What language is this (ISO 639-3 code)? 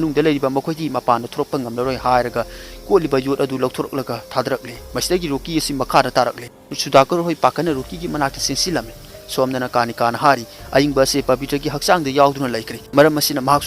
mni